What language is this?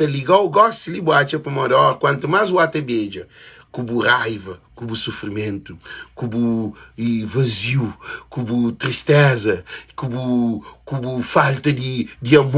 Kabuverdianu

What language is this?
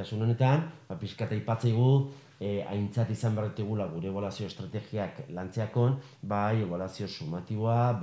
Basque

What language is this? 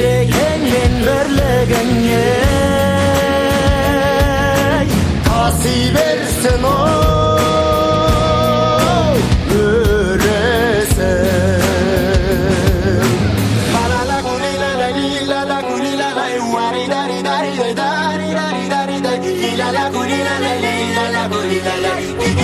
Kazakh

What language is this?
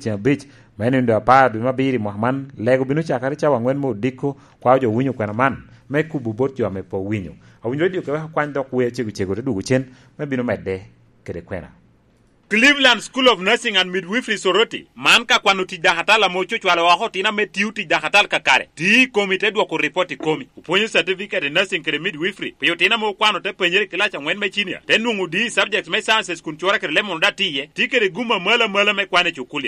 Lango (Uganda)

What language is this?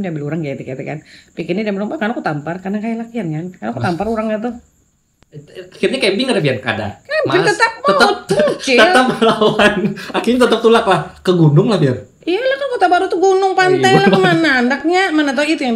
Banjar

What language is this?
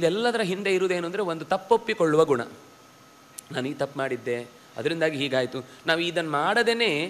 Kannada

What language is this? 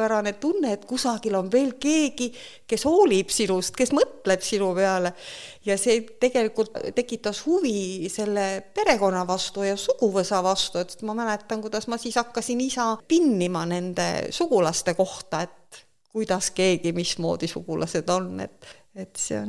Estonian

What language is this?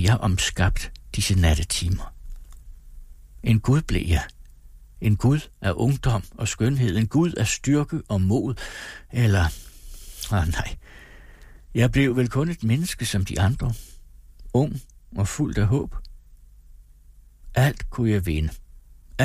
Danish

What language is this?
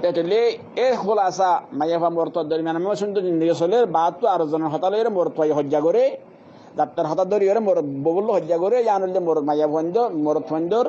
Rohingya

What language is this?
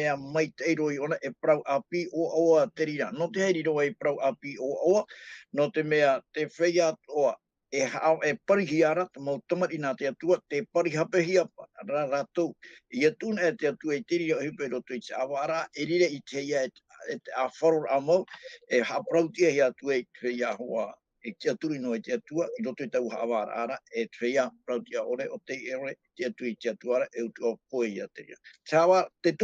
Tahitian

